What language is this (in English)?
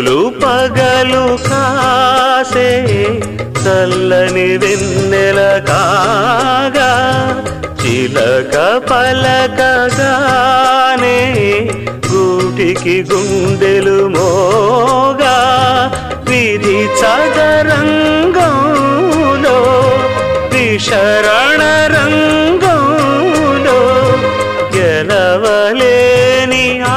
Telugu